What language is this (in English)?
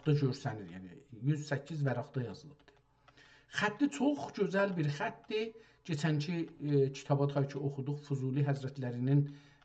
South Azerbaijani